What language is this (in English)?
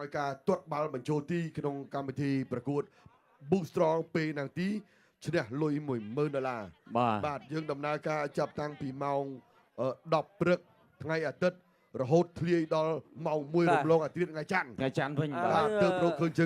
Khmer